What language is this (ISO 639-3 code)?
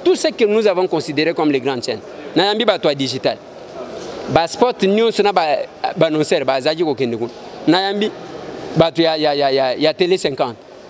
lin